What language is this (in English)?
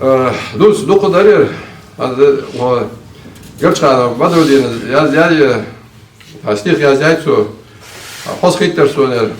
Ingush